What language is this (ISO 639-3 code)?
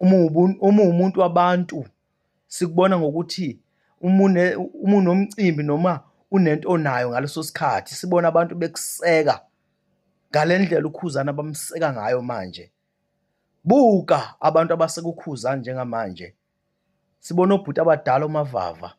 zul